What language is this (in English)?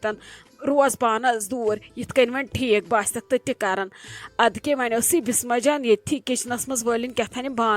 Kashmiri